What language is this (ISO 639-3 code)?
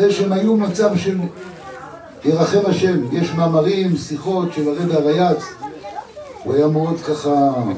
heb